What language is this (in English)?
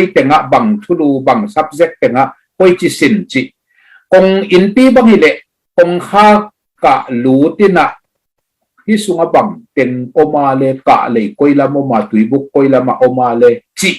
Tedim Chin